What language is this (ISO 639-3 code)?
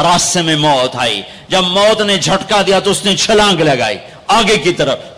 urd